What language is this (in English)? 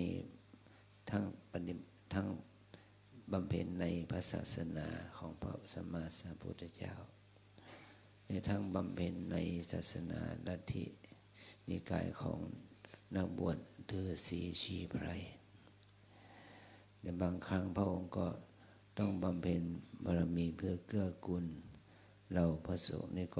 Thai